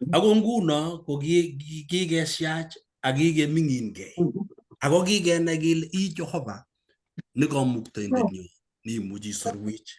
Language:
Kalenjin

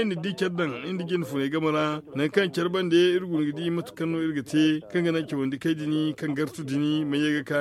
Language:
Zarma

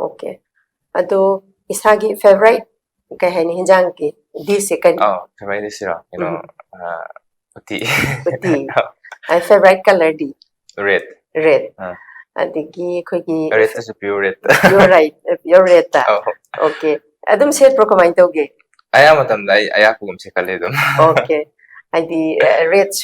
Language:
Manipuri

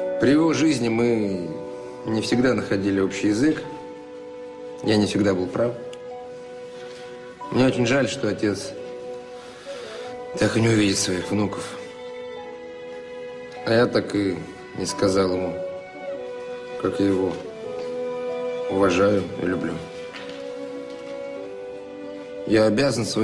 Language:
Russian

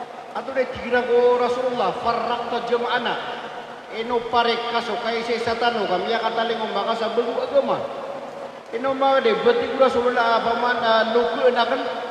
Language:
Maranao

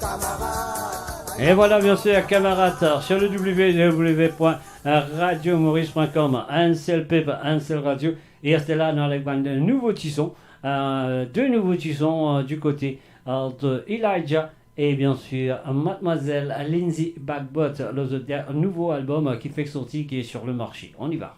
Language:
Morisyen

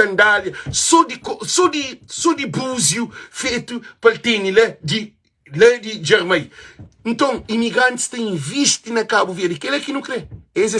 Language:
Kabuverdianu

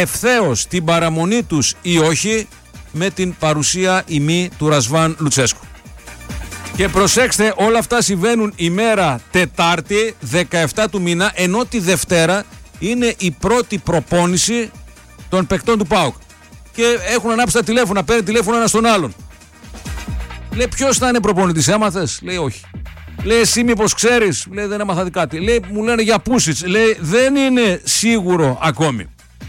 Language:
Greek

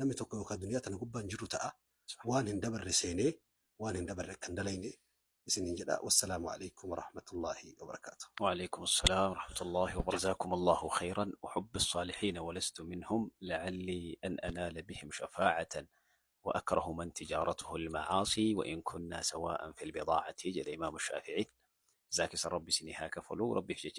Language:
Oromo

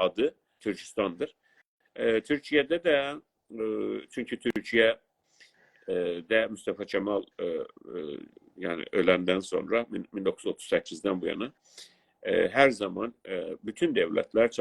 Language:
South Azerbaijani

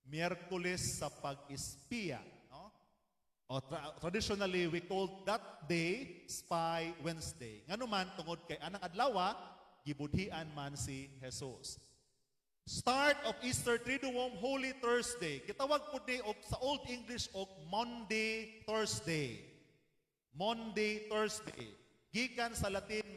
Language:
Cebuano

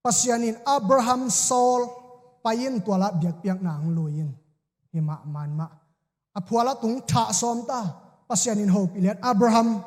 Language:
Tedim Chin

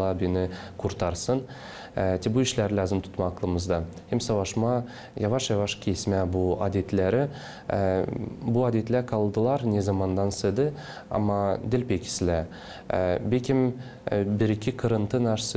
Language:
Gagauz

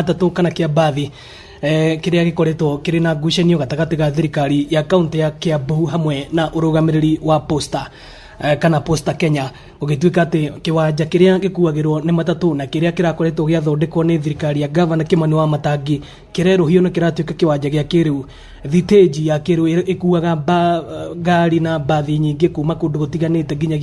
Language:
Kikuyu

